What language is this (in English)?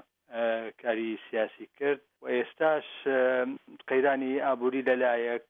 Central Kurdish